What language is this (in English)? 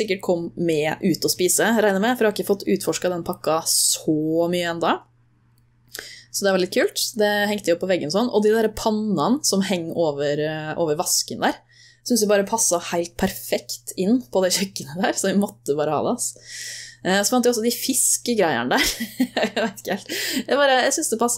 Norwegian